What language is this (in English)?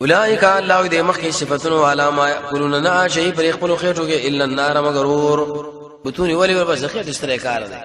Pashto